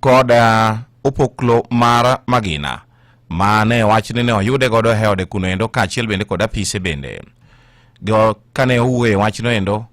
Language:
Luo (Kenya and Tanzania)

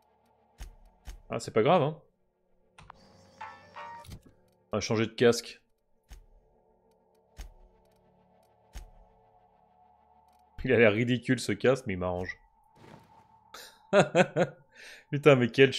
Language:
French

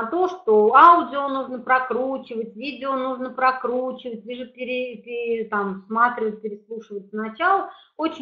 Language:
Russian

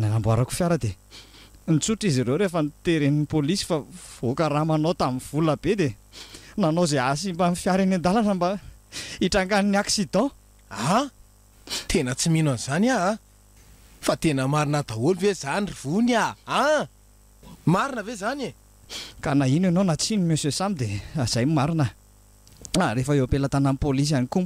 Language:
Malagasy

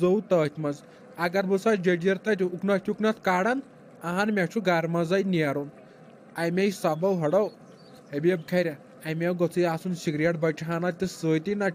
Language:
Kashmiri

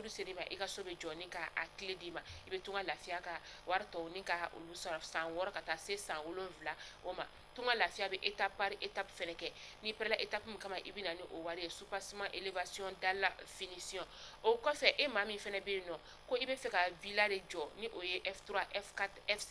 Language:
Bambara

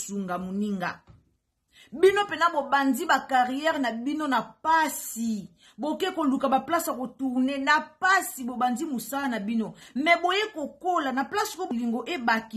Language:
Lingala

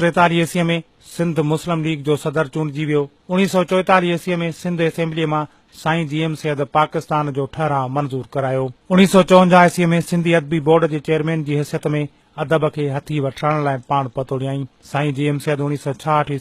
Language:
Sindhi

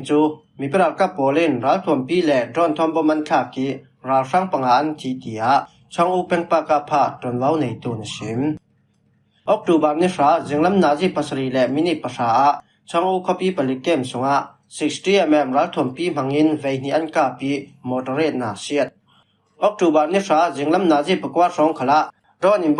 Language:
Falam Chin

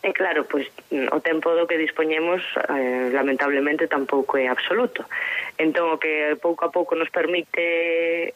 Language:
Galician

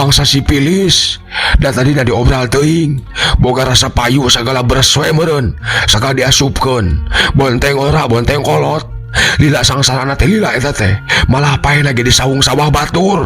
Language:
Sundanese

